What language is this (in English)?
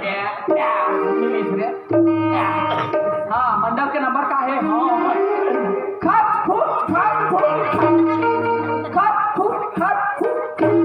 Chhattisgarhi